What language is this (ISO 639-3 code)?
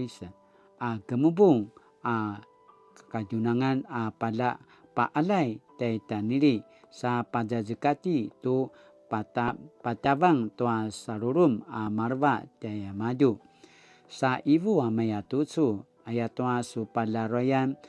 pwn